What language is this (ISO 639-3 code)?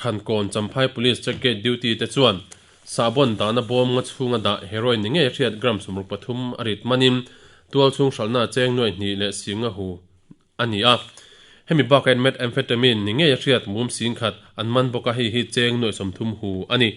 lus